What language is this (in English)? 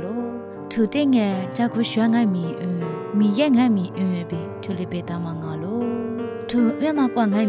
Lisu